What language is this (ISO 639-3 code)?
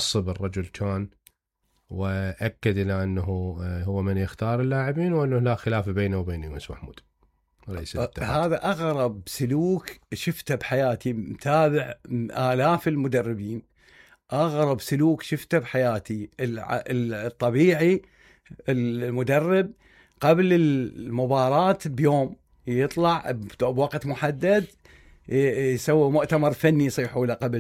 acm